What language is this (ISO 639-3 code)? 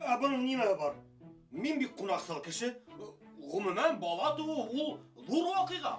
bak